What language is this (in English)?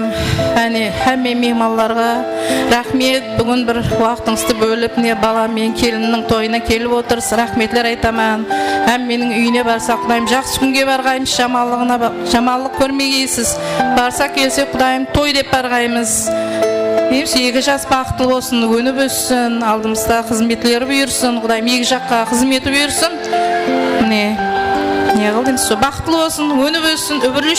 Kara-Kalpak